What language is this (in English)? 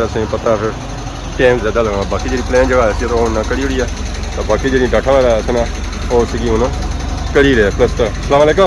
Pahari-Potwari